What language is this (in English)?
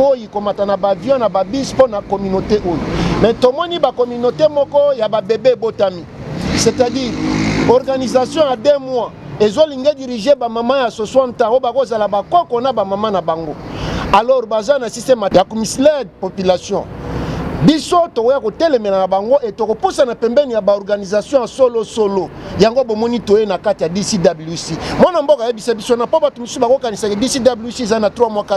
Lingala